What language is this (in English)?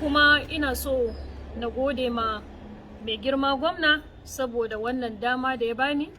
Hausa